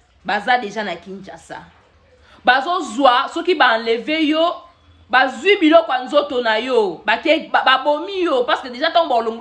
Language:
Lingala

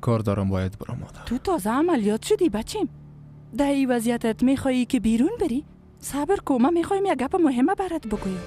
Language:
Persian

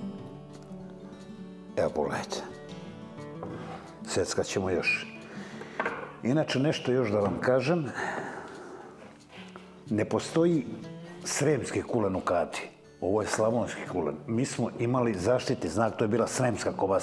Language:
Serbian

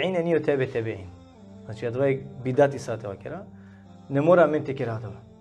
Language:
Balkan Romani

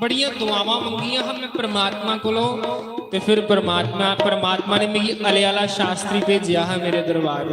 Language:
Dogri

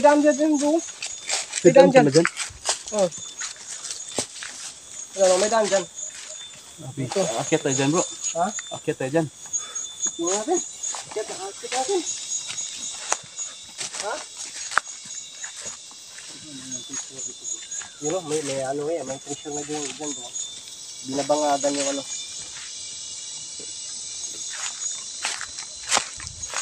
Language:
Filipino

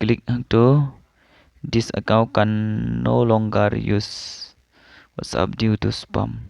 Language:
Khasi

